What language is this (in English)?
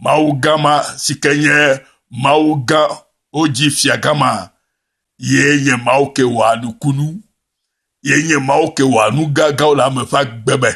Ewe